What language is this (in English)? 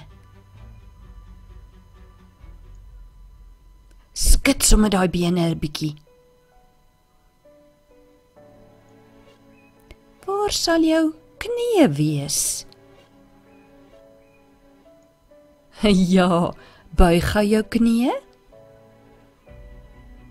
Afrikaans